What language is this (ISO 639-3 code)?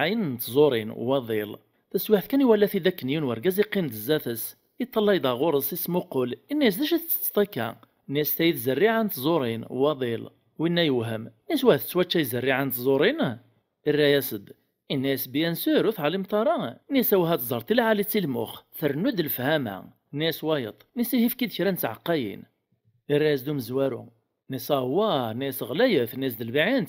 kab